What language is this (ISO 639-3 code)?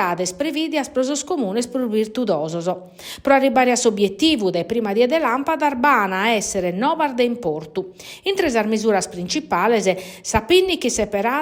srd